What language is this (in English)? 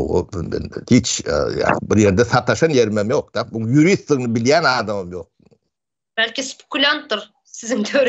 Turkmen